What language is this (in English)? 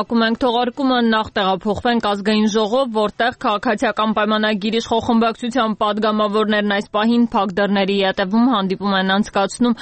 Armenian